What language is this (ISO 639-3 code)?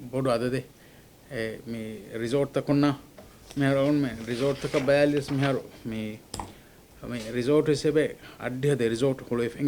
div